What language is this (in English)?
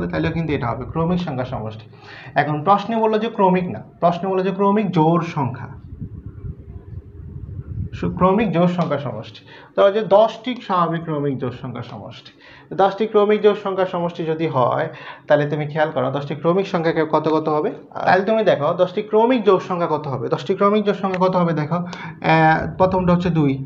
Bangla